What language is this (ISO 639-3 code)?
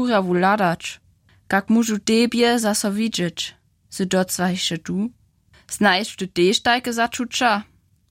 hsb